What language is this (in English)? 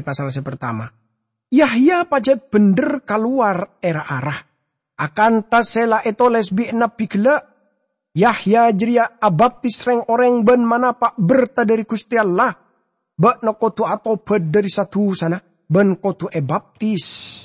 Madurese